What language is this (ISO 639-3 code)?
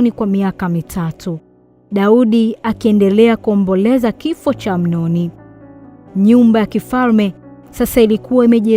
swa